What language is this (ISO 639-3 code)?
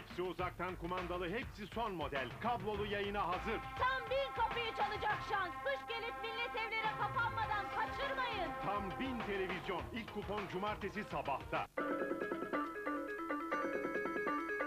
tur